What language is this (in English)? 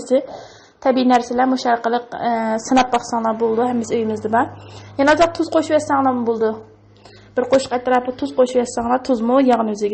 Uyghur